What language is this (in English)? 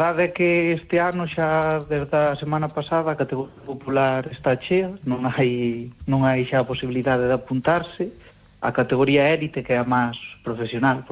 Galician